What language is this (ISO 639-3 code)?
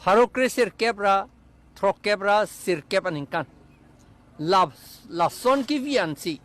mjw